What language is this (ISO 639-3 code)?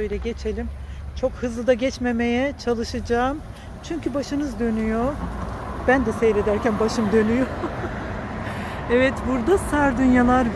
tur